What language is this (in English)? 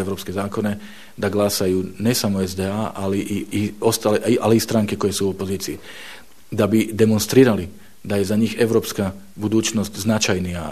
Bosnian